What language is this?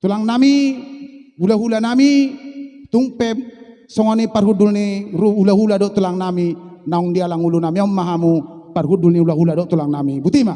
Batak Toba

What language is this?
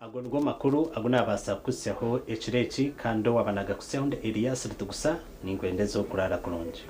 Nyankole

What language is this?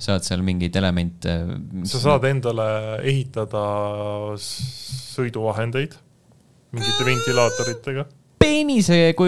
Estonian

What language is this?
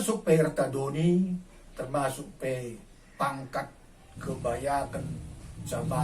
Batak Karo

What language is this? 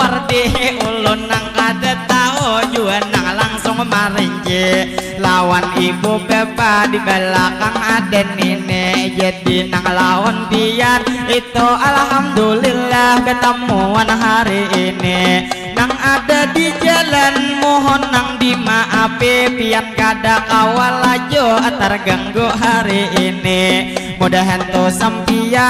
Banjar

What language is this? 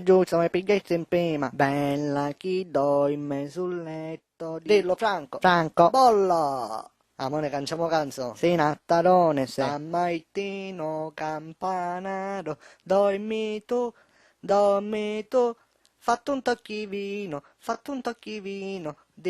Sicilian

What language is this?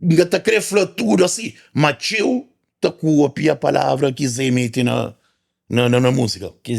Kabuverdianu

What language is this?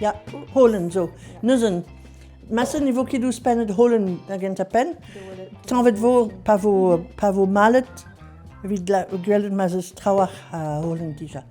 Breton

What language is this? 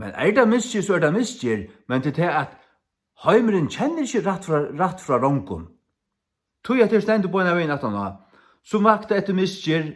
Faroese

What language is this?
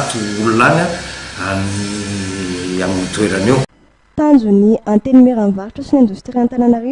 Malagasy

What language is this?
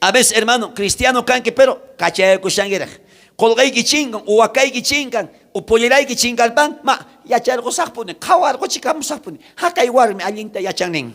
South Bolivian Quechua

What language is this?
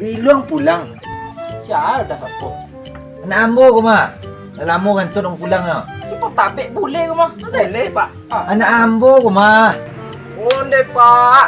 Minangkabau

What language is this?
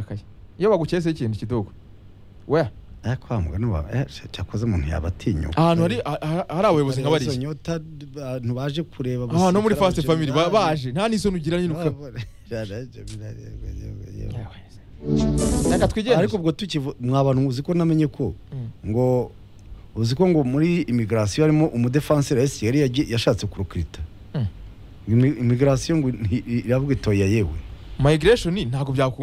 Kinyarwanda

